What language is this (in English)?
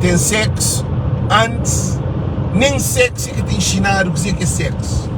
Kabuverdianu